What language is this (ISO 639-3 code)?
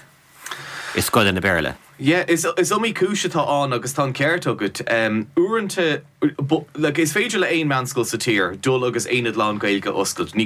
gle